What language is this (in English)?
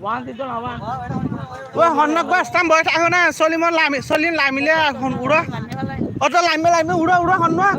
Rohingya